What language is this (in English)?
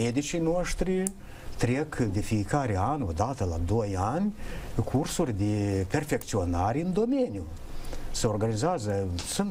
Romanian